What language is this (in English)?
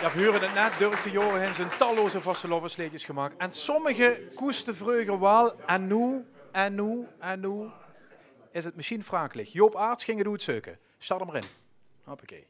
Limburgish